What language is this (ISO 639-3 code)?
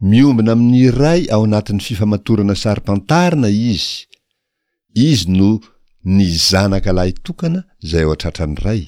mlg